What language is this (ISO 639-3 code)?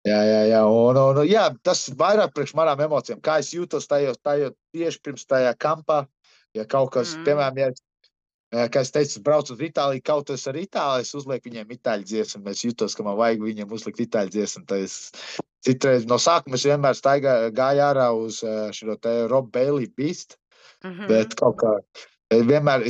lav